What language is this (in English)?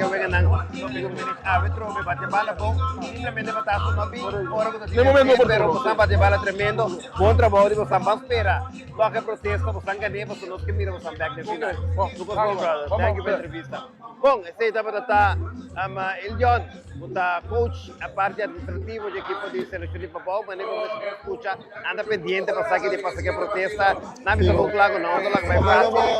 Papiamento